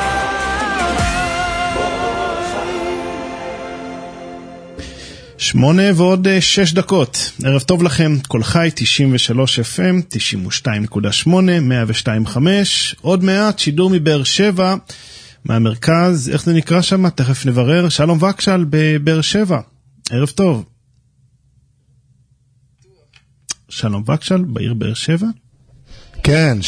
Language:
Hebrew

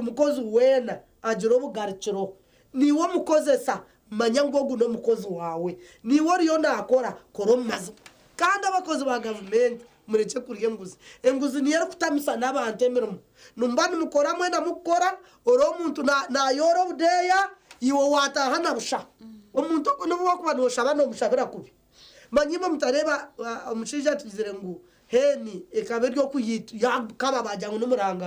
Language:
Nyankole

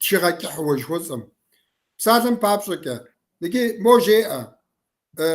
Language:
Kabardian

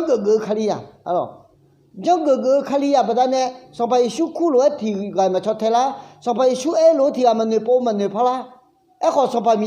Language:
Akha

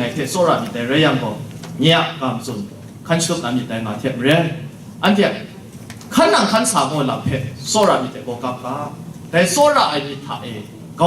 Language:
Kachin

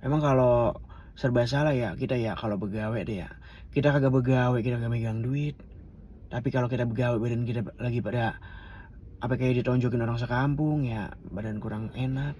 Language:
Betawi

